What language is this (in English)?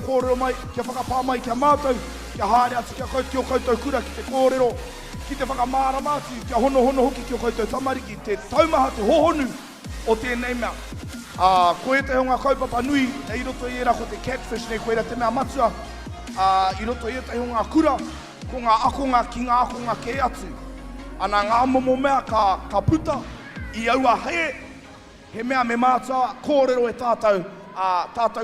Māori